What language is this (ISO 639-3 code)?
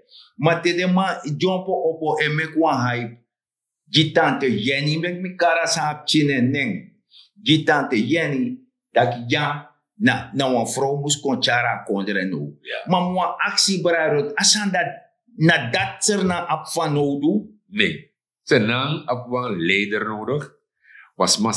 srn